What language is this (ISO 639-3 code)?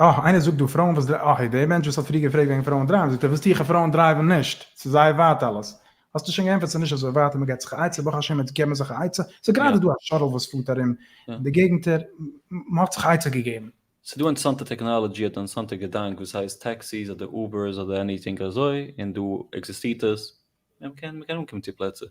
yid